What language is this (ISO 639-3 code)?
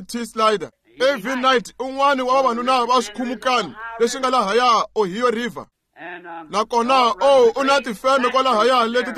tso